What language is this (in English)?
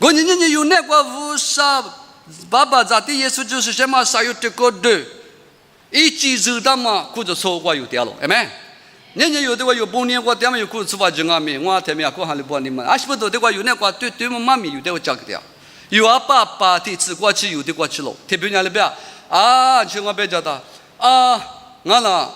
Lisu